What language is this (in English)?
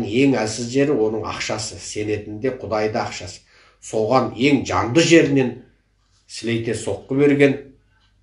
Kazakh